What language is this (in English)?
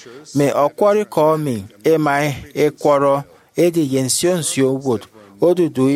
Efik